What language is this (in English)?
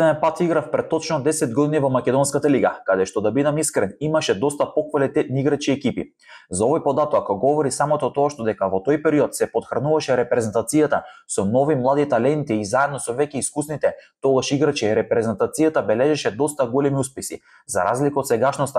Macedonian